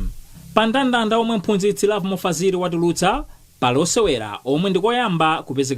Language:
Nyanja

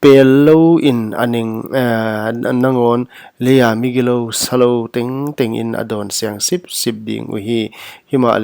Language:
Paite Chin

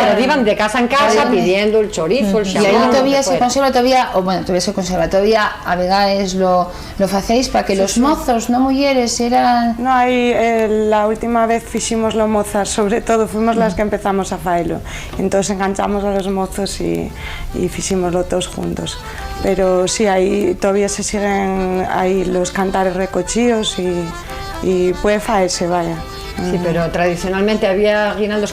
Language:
Asturian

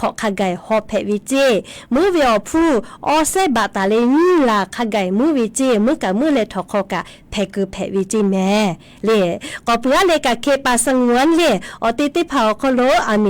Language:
Lahu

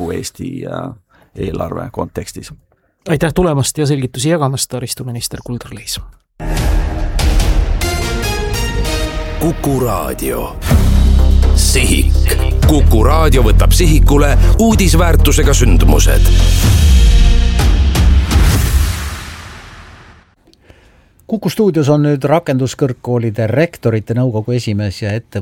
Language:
Estonian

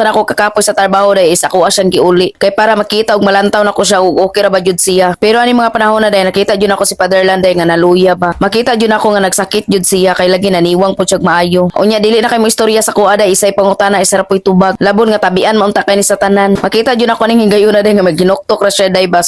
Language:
Cebuano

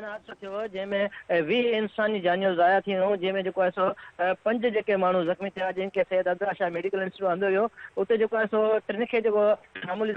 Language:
Sindhi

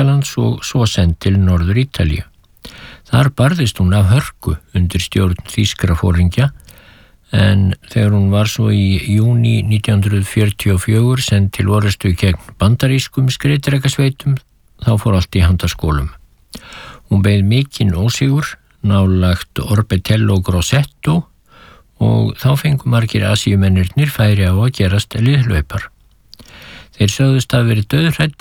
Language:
Icelandic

